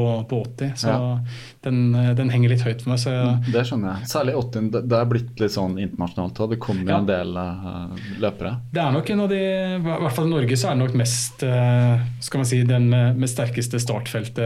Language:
Norwegian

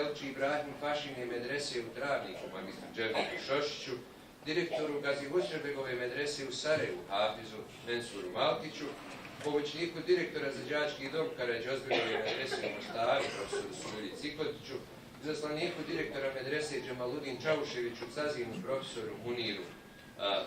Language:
Bosnian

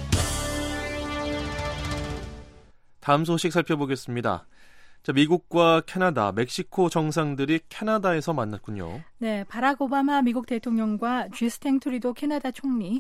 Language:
Korean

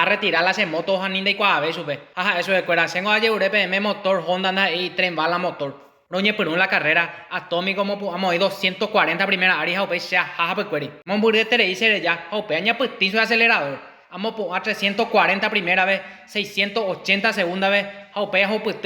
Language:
Guarani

